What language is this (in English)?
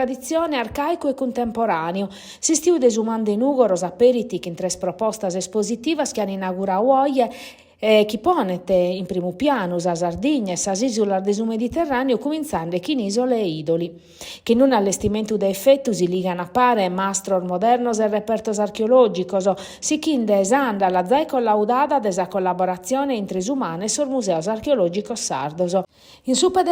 Sardinian